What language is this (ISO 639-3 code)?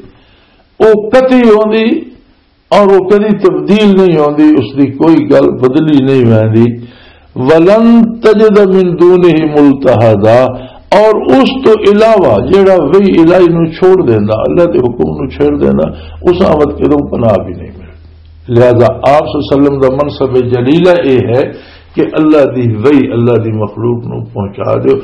lah